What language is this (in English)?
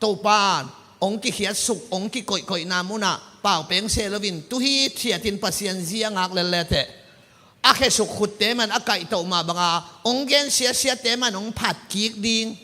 Tedim Chin